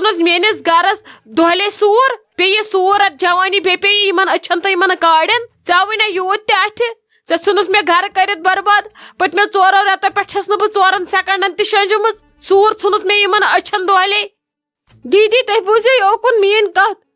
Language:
Kashmiri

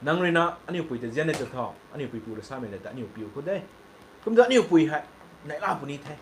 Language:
Rongmei Naga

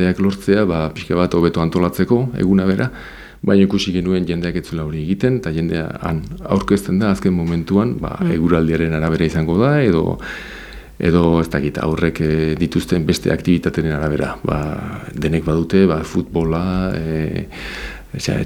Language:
Basque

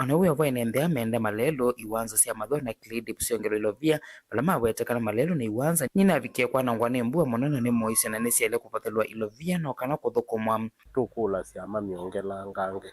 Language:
Kamba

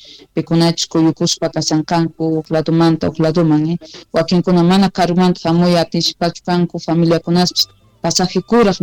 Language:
Quechua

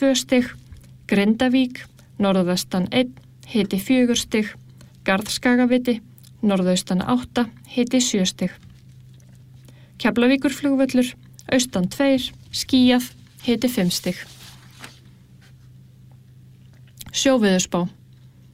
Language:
Icelandic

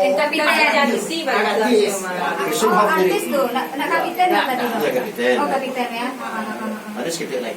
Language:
Minangkabau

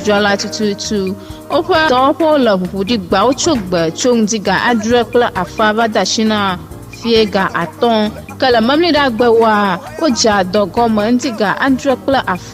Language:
Ewe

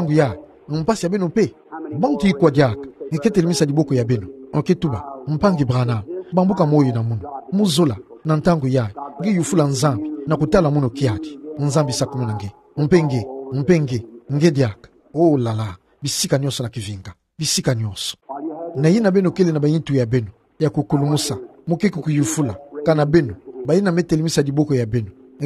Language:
Kituba (Democratic Republic of Congo)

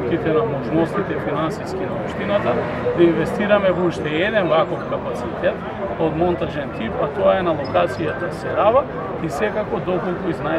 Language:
Macedonian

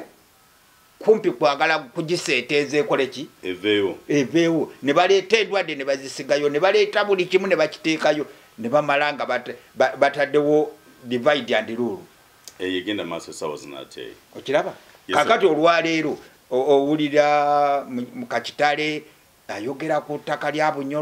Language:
Ganda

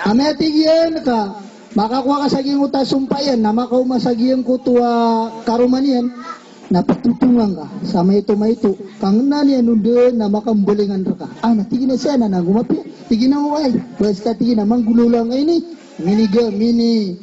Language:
Maranao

